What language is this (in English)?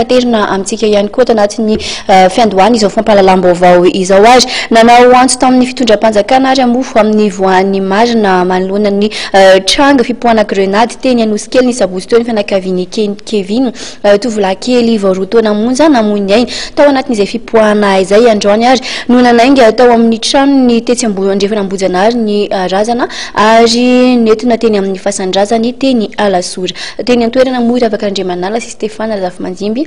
Malagasy